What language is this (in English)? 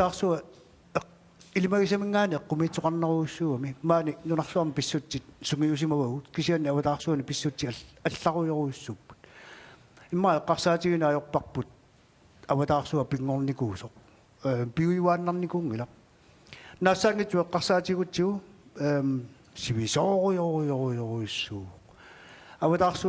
Kalaallisut